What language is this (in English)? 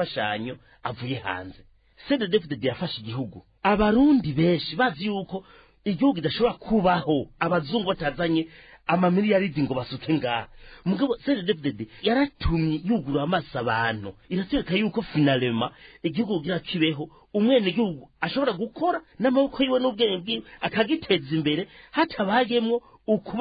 Rundi